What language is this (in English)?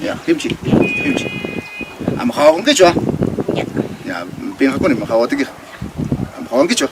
Ayacucho Quechua